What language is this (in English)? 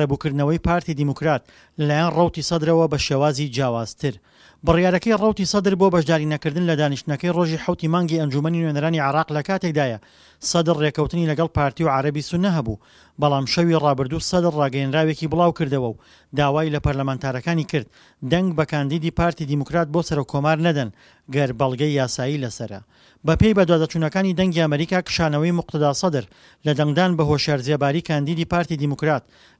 Central Kurdish